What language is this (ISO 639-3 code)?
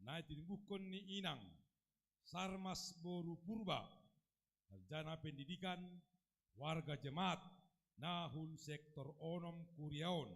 bts